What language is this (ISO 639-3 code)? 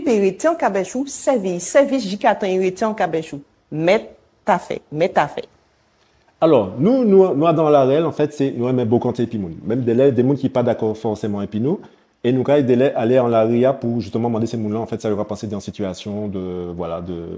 gcf